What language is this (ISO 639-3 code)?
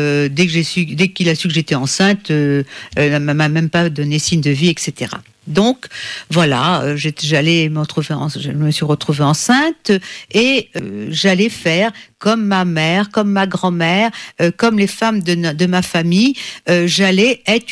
fra